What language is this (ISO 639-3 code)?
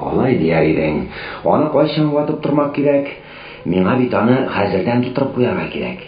tat